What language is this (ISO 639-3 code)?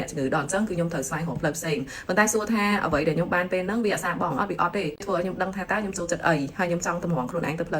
khm